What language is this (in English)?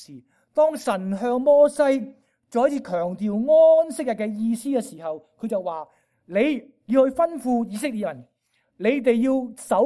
Cantonese